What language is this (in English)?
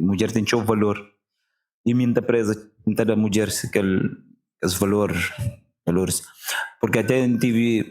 Kabuverdianu